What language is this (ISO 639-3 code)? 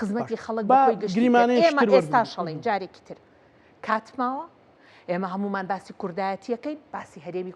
ckb